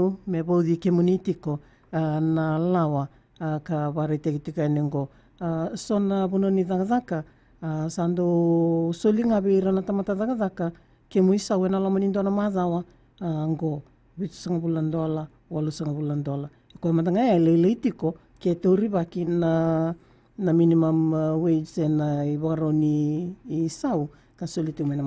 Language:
Fijian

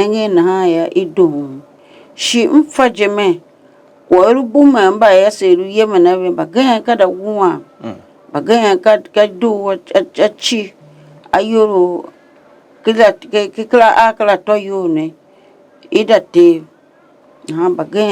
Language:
Tiv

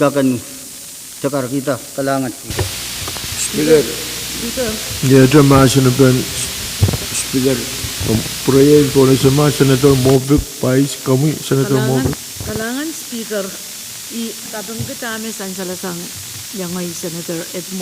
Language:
Pohnpeian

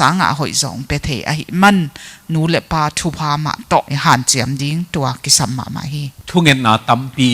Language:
Tedim Chin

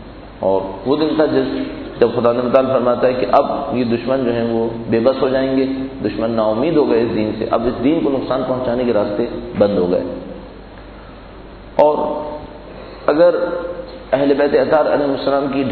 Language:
Urdu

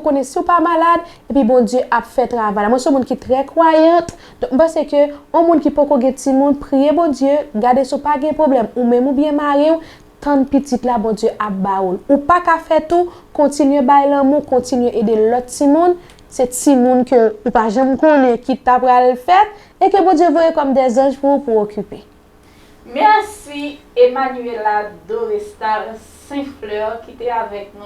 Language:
Haitian Creole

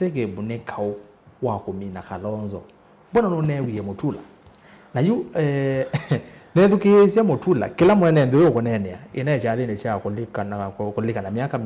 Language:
Kamba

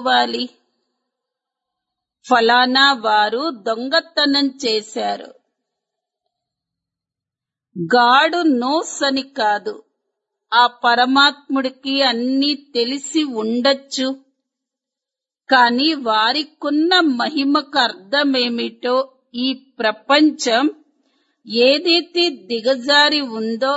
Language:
Telugu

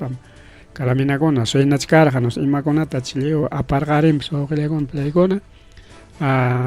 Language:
Ayacucho Quechua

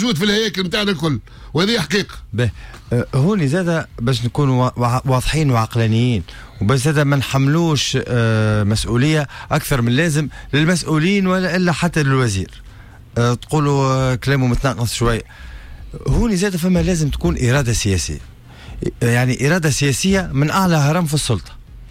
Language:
Tunisian Arabic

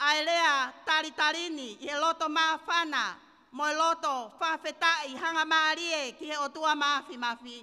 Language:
Tongan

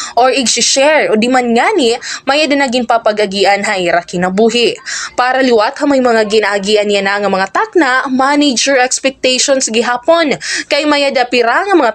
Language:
Waray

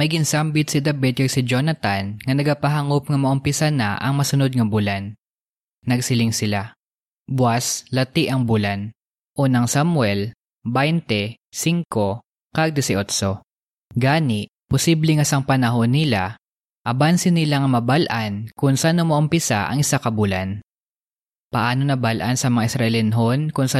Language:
Hiligaynon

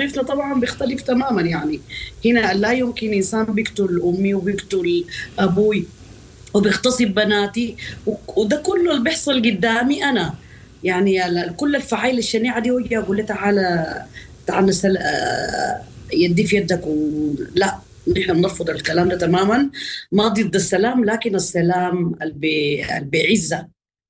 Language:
Sudanese Arabic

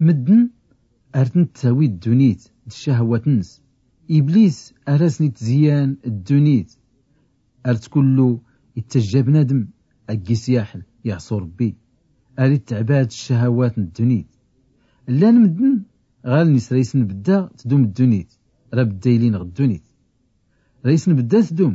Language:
Tachelhit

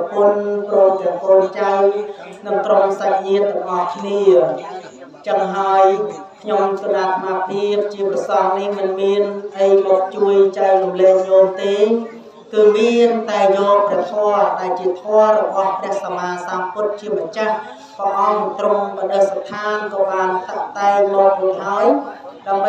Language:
Khmer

